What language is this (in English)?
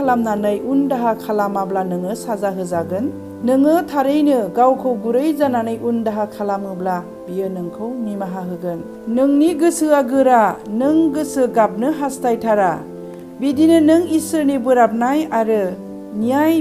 Bodo